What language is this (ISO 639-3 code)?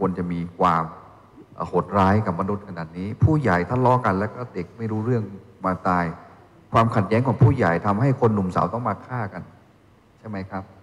tha